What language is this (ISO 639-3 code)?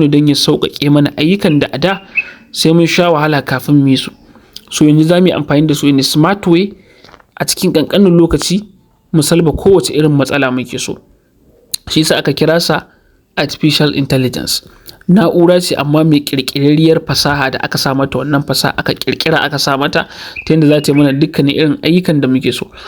hau